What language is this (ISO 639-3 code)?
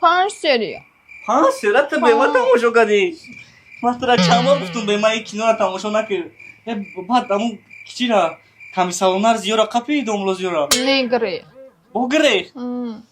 tgk